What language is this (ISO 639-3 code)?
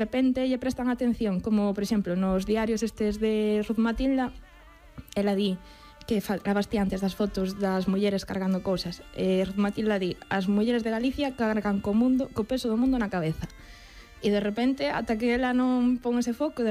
glg